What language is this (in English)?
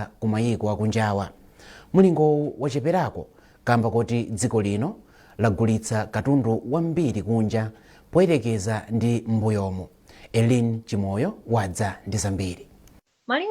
Nyanja